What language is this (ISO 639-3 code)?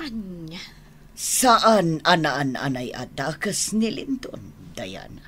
ilo